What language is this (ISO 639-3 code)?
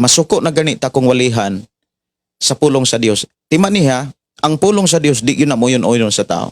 ceb